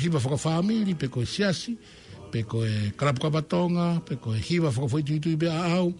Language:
Tongan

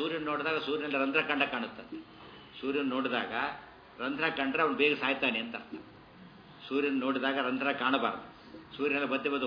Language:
Kannada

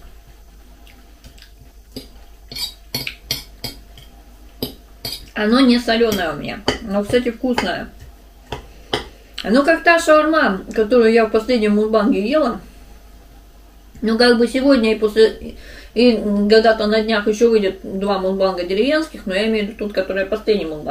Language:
Russian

